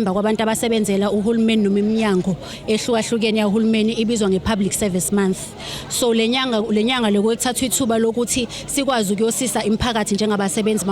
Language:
Zulu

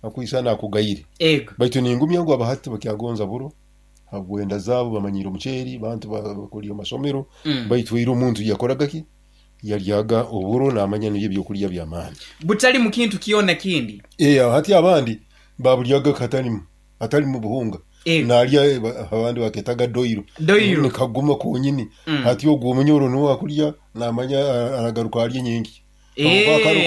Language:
Nyoro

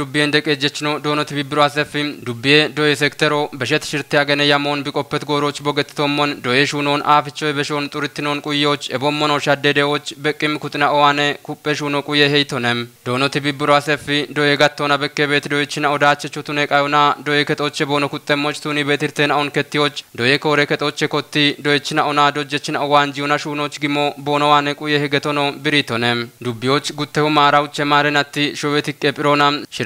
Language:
Kafa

